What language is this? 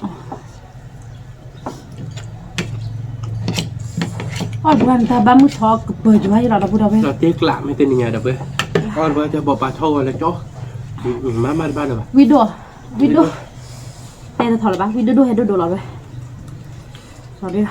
S'gaw Karen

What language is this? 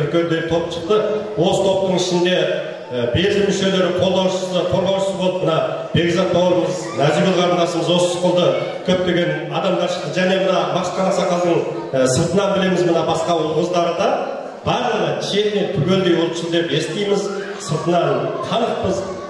Kazakh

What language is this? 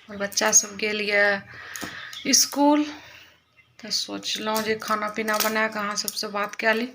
Maithili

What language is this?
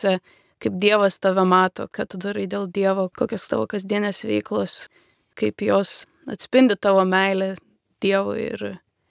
Lithuanian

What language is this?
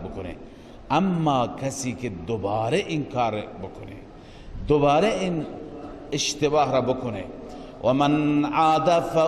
Persian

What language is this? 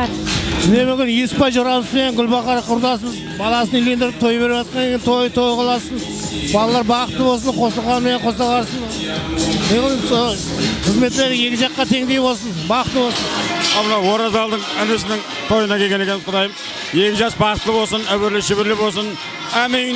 Kara-Kalpak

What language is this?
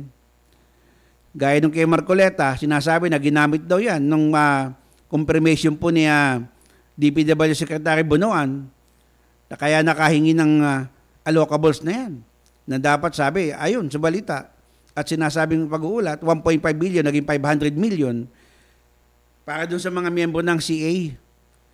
Filipino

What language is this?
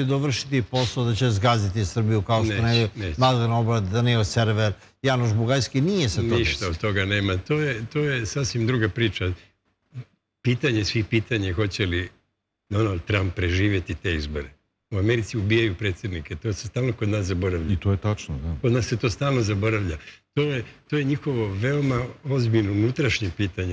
Serbian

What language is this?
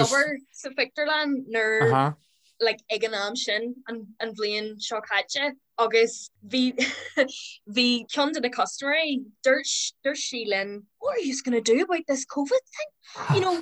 Irish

